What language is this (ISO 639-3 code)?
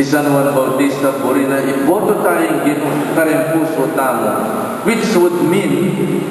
pam